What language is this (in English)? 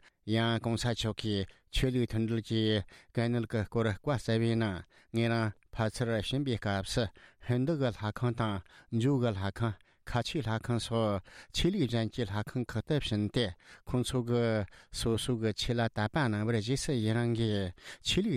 Tibetan